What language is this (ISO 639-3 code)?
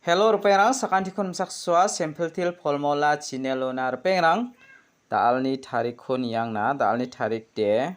grt